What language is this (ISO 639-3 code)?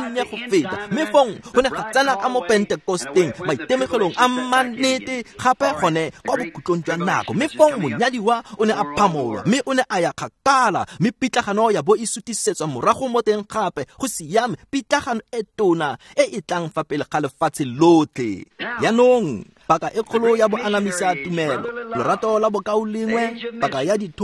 tsn